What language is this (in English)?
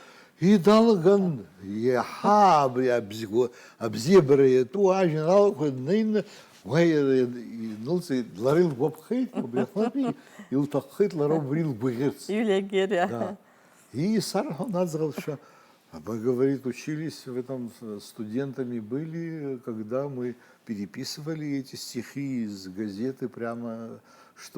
Abkhazian